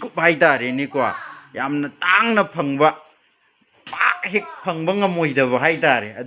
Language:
Manipuri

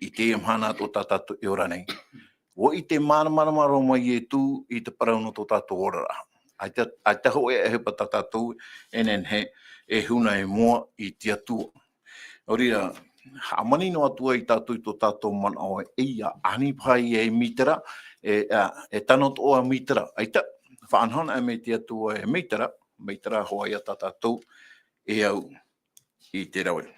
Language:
Tahitian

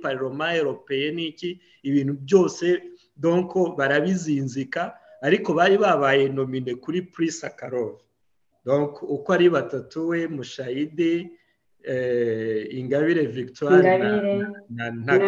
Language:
Kinyarwanda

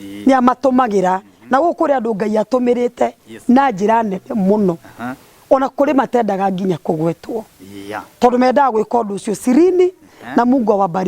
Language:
Kikuyu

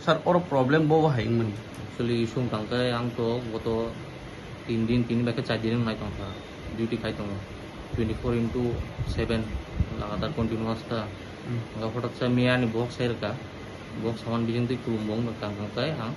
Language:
Kok Borok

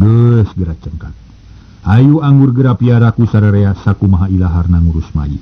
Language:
Sundanese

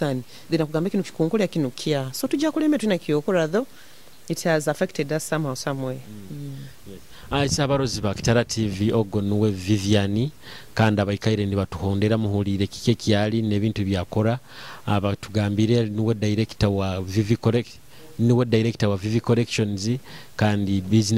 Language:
Nyoro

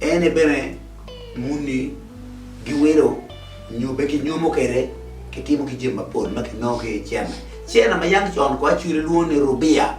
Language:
Acoli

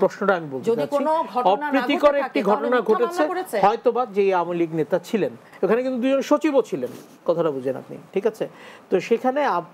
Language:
Bangla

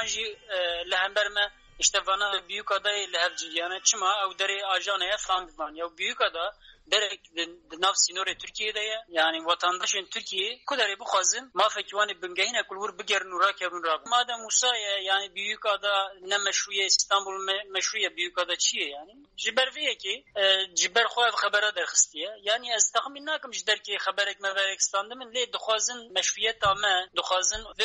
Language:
Kurdish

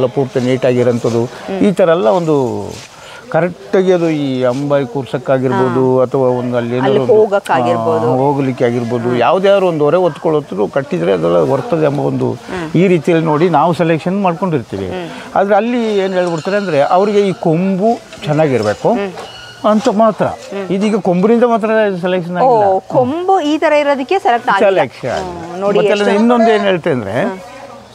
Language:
Kannada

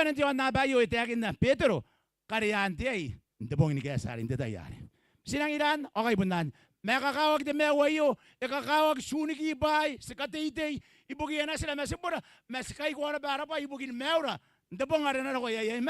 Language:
Gilbertese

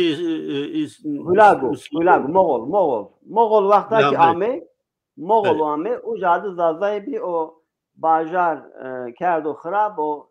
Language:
Zaza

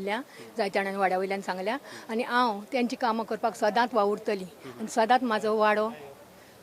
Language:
Konkani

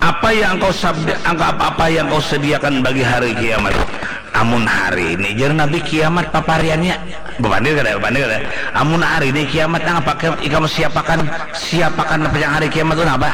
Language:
Banjar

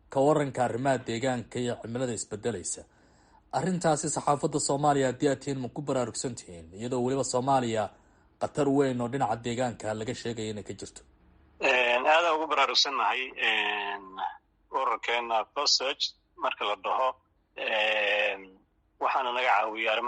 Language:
Somali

